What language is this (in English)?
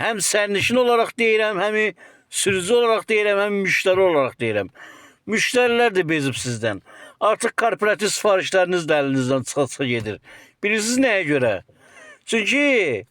Azerbaijani